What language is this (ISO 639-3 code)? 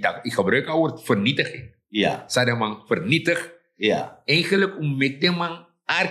srn